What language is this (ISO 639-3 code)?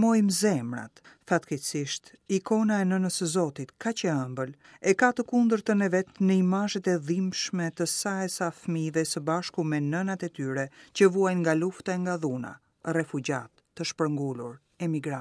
sqi